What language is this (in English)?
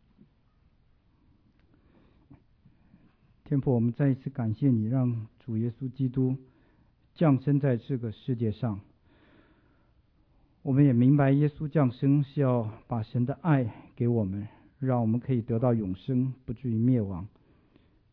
Chinese